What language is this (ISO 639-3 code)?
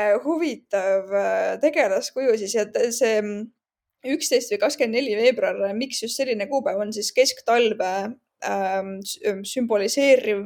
est